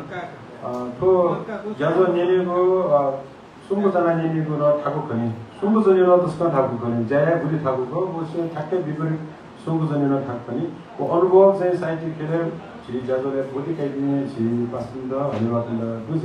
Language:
Newari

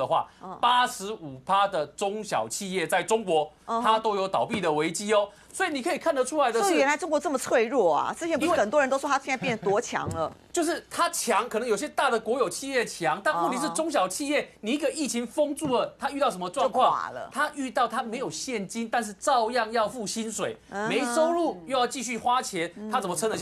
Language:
Chinese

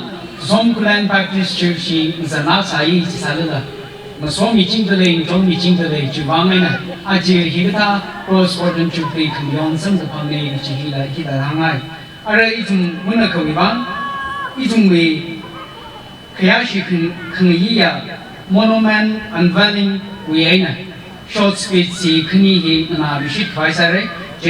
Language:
Tangkhul Naga (India)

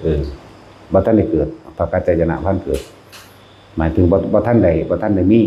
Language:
Lao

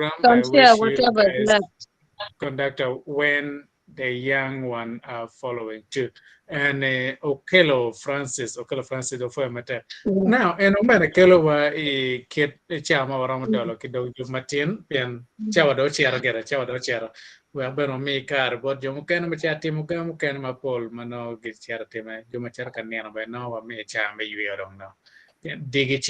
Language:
Acoli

